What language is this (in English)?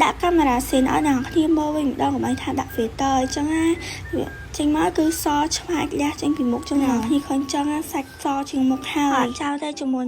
Khmer